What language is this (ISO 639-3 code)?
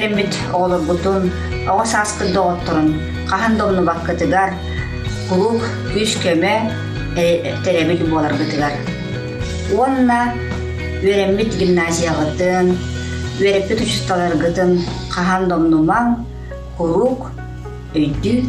sah